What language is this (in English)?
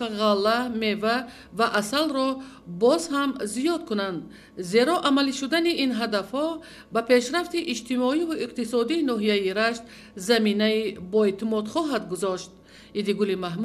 Tajik